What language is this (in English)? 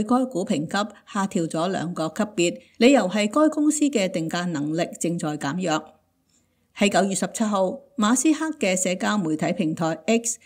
Cantonese